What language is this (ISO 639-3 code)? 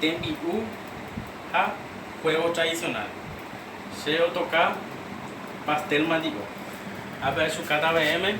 grn